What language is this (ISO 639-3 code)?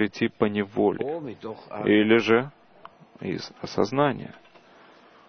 rus